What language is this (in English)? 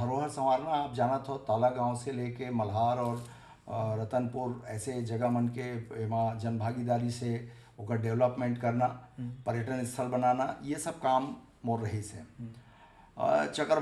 Chhattisgarhi